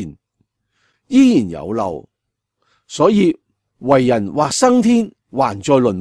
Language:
Cantonese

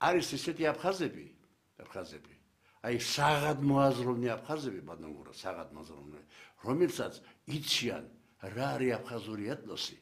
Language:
Georgian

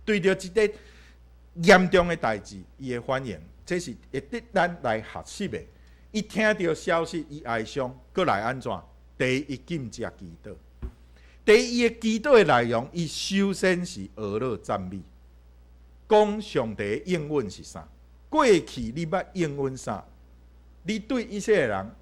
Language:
Min Nan Chinese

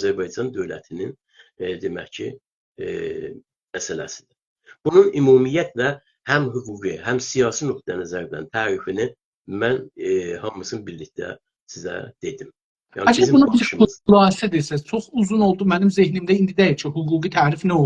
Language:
South Azerbaijani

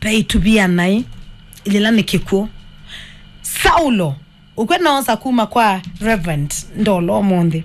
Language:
Kamba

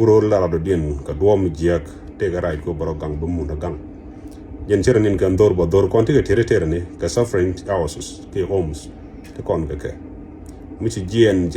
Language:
Nuer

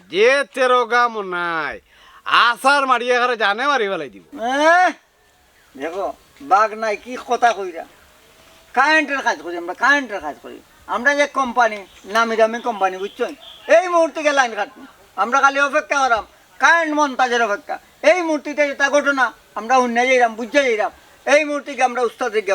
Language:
Sylheti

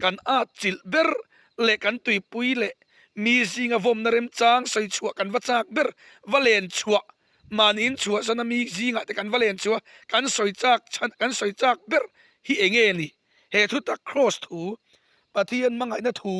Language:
Mizo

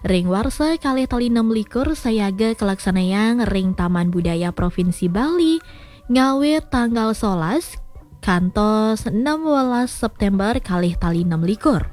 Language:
Balinese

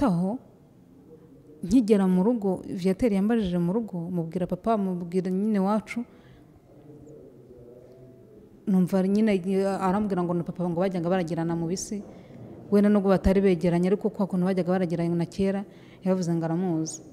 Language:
Kinyarwanda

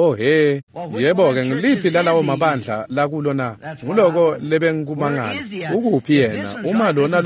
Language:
Swati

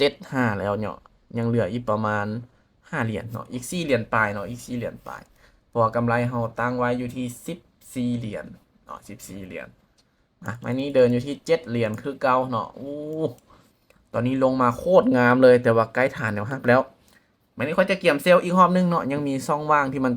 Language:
Lao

